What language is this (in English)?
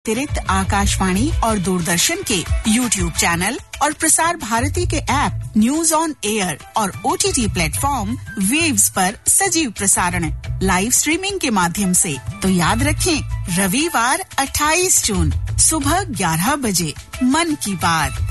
Hindi